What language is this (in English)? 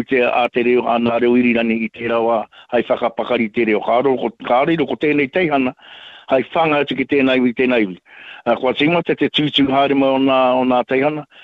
Māori